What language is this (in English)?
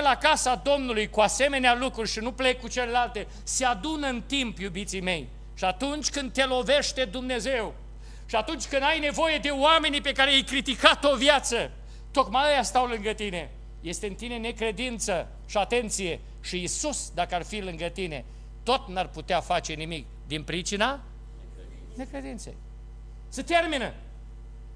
Romanian